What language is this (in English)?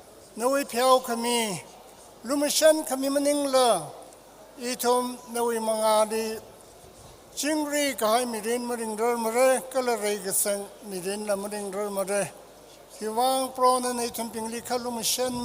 Tangkhul Naga (India)